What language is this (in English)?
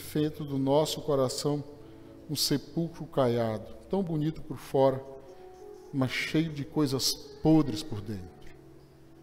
Portuguese